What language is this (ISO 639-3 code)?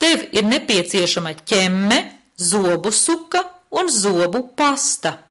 lav